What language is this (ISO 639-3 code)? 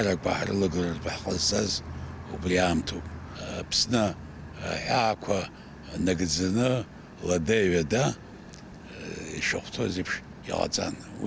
abk